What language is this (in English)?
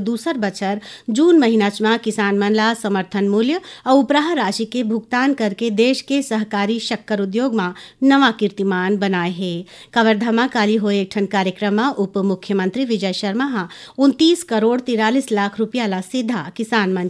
Chhattisgarhi